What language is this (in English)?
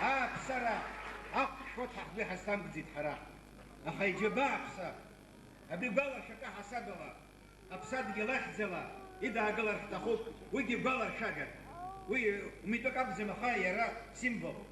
Abkhazian